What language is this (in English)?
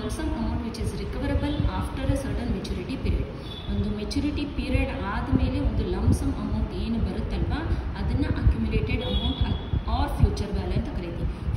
Kannada